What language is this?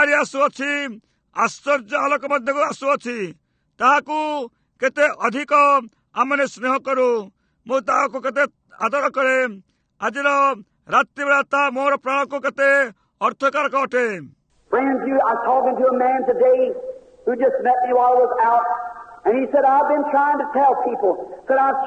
Odia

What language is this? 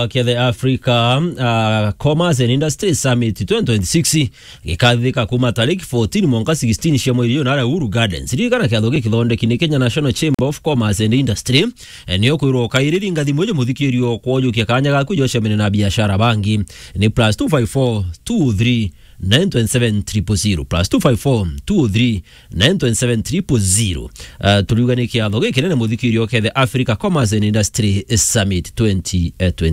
Meru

